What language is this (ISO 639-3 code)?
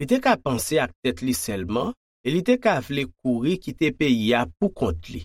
hat